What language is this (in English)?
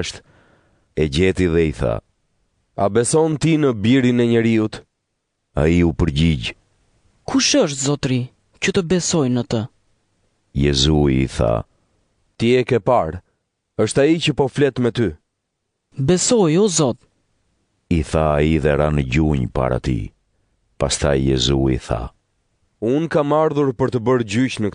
Albanian